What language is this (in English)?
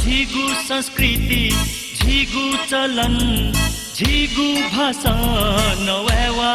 Newari